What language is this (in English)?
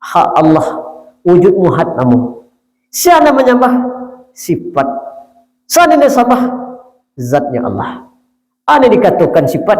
Minangkabau